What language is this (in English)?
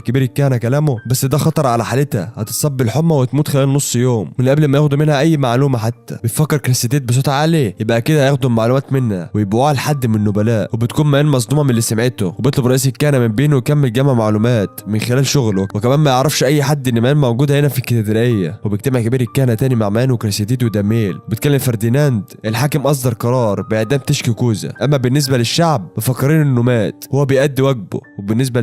Egyptian Arabic